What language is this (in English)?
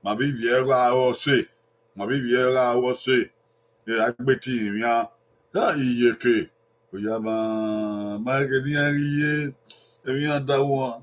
Bini